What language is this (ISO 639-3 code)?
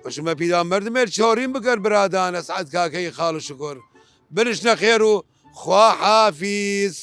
sdh